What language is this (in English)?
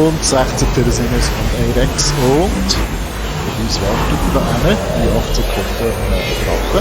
Swiss German